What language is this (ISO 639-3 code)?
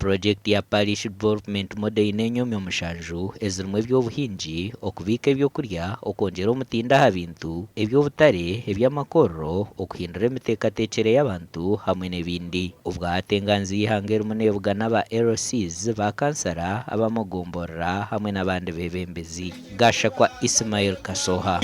nyn